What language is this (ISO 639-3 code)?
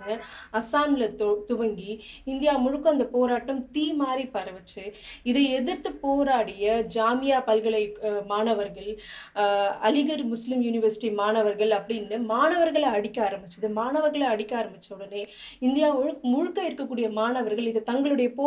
tam